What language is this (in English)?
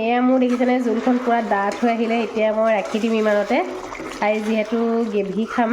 Assamese